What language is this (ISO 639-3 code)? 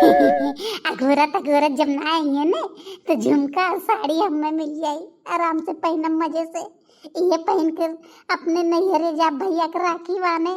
bho